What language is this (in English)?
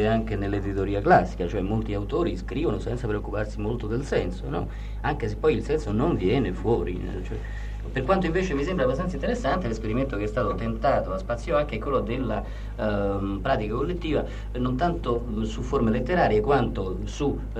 Italian